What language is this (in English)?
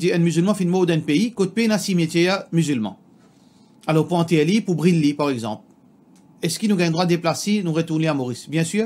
Morisyen